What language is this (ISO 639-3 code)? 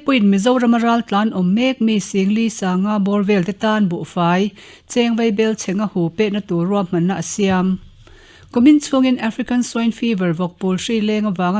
lus